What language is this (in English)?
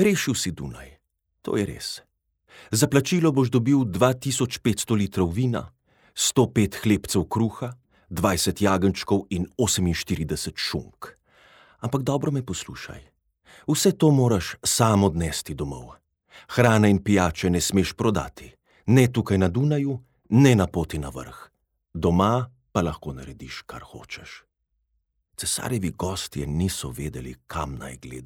Slovenian